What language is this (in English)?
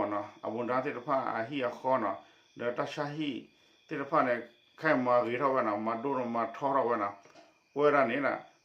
S'gaw Karen